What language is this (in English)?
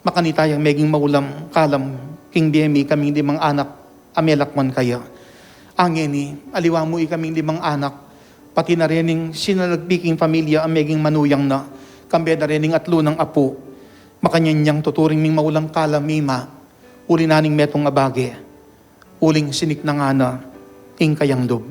Pampanga